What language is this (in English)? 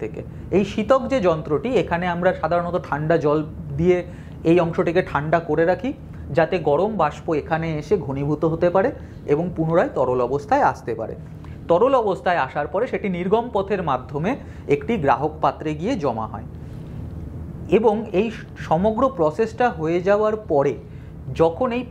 Bangla